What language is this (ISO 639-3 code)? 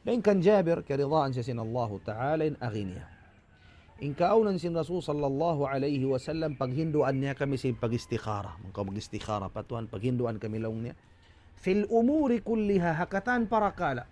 tsg